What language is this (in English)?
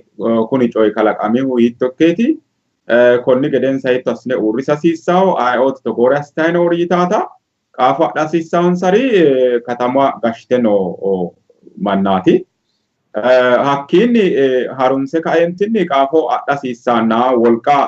Sidamo